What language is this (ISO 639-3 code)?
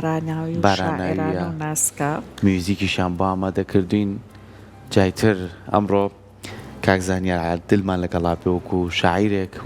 ckb